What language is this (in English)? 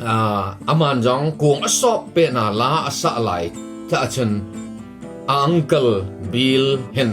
Thado Chin